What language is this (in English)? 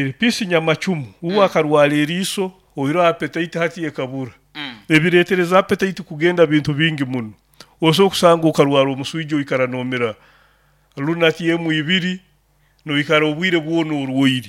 Nyoro